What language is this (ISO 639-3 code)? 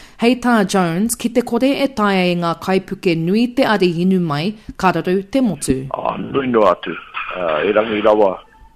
mri